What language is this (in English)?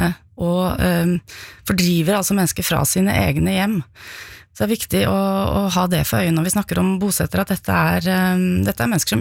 Norwegian